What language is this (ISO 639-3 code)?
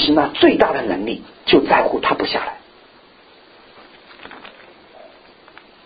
zho